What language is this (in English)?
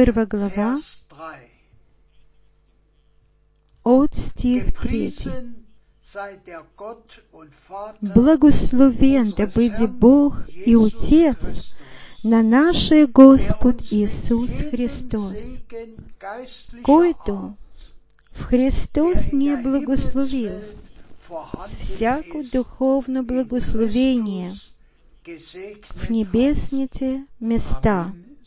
Bulgarian